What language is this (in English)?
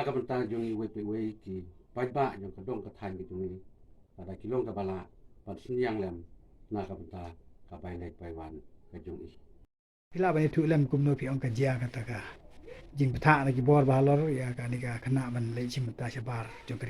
Khasi